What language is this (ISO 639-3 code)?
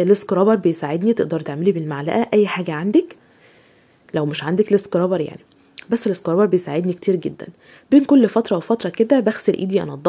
arz